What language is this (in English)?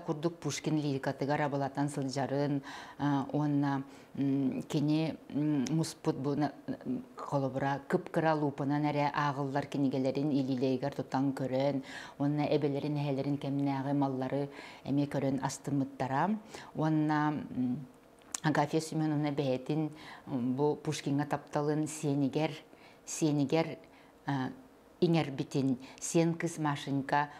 Yakut